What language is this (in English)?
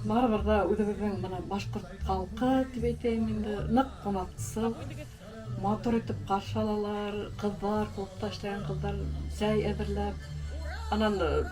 Bashkir